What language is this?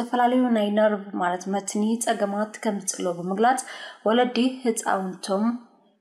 Tigrinya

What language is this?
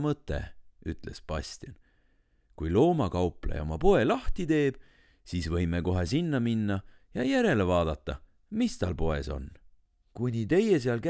Estonian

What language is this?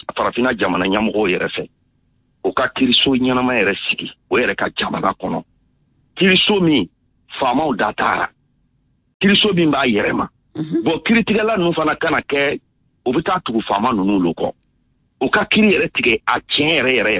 Bambara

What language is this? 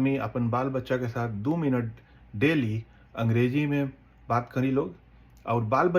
Bhojpuri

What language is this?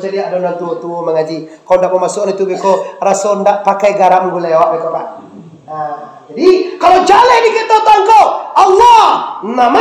Minangkabau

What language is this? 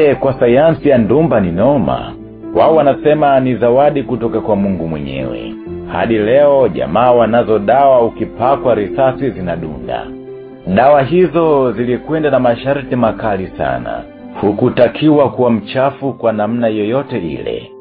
Swahili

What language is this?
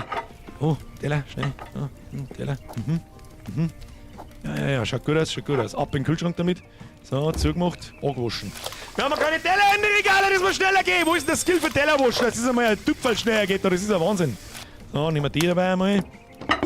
Bavarian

